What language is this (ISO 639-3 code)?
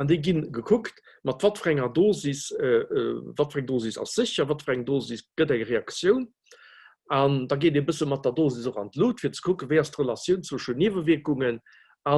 ltz